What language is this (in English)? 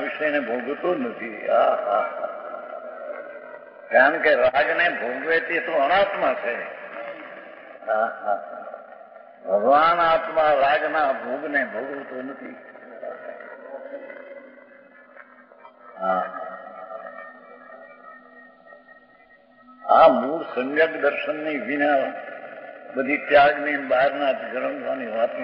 Gujarati